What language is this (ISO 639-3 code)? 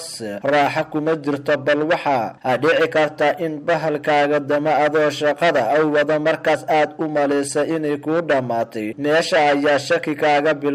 som